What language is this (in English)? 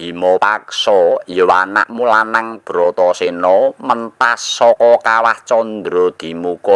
Javanese